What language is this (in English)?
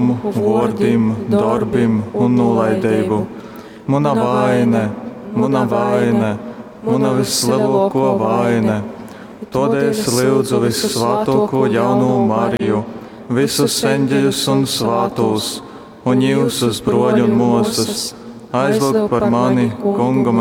Latgalian